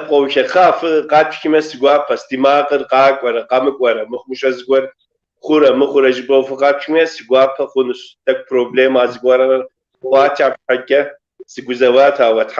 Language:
Kabardian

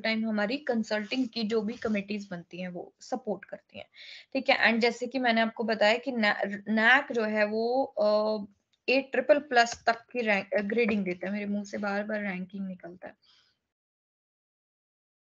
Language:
Hindi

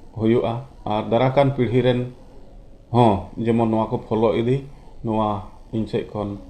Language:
Santali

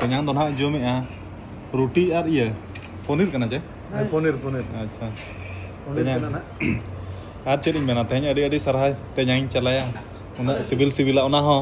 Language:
Santali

